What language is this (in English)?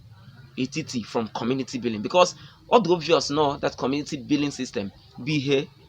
Igbo